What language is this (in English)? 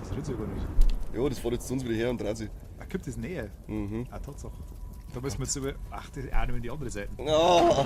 Bavarian